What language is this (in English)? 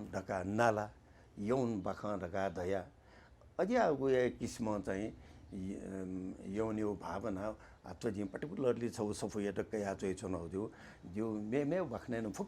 Newari